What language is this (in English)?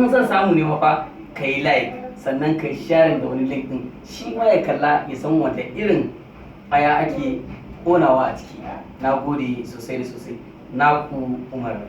Hausa